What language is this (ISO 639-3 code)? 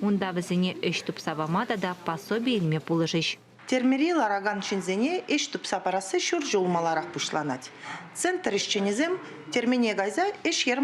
chv